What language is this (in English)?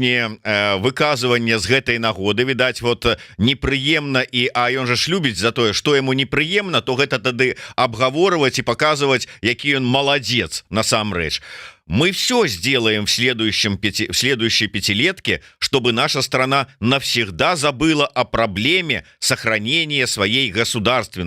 Belarusian